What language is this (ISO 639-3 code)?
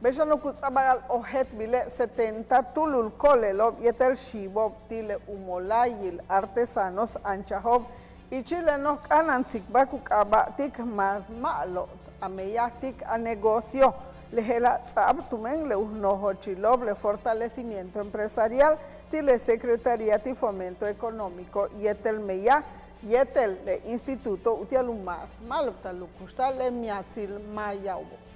yua